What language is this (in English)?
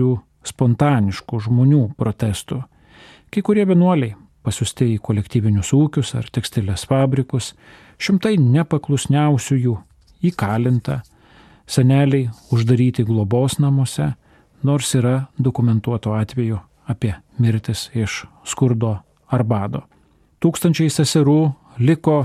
Lithuanian